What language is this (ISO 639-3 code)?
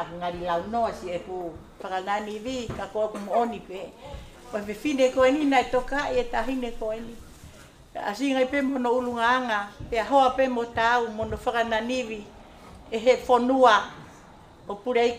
ton